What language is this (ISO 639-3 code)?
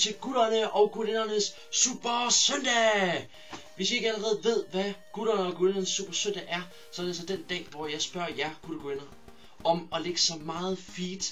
dan